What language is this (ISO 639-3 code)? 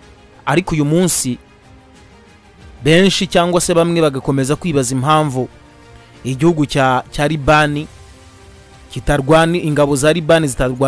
kin